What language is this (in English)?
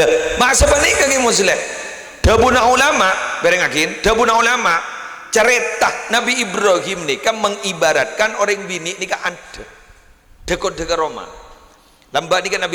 Madurese